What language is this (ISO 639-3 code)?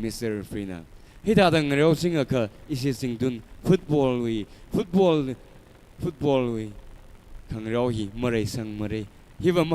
nmf